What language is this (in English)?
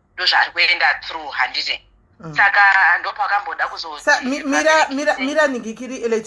Shona